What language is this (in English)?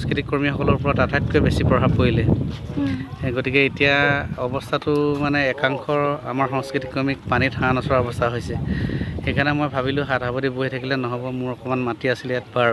Assamese